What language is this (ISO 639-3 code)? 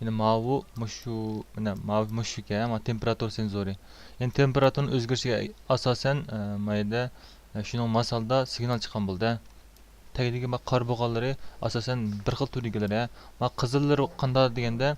uig